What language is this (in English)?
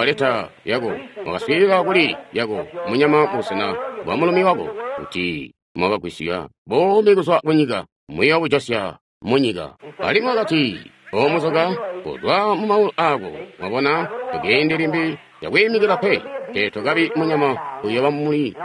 Tonga (Zambia)